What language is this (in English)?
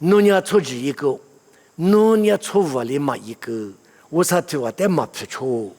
Lisu